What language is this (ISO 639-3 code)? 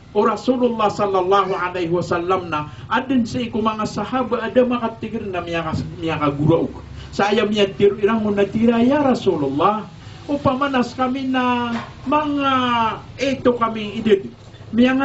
mrw